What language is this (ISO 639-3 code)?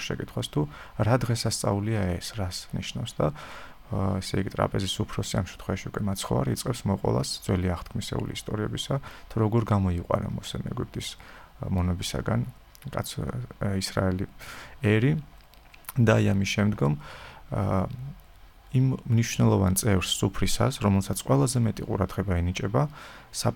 kat